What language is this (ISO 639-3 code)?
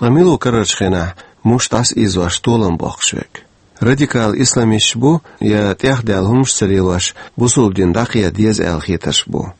che